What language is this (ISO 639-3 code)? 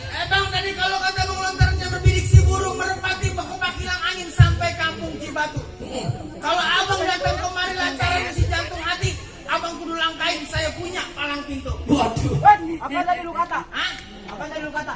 bew